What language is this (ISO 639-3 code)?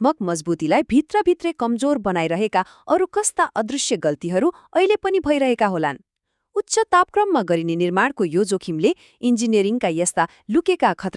nep